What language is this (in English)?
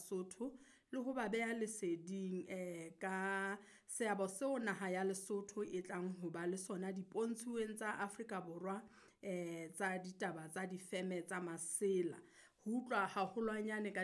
Southern Sotho